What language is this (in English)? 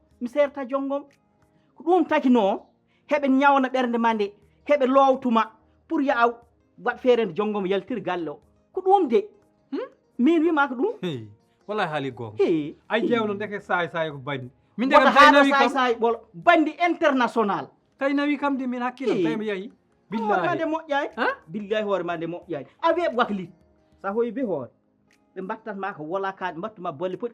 Fula